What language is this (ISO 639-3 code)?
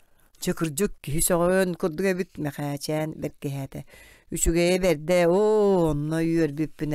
sah